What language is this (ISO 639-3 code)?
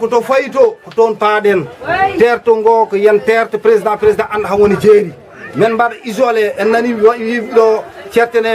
ful